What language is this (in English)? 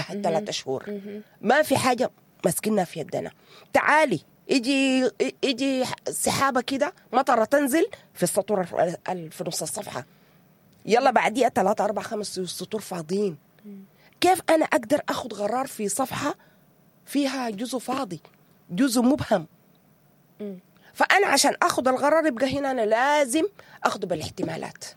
Sudanese Arabic